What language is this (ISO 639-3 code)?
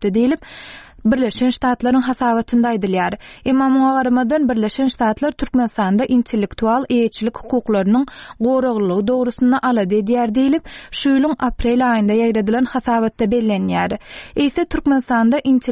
tuk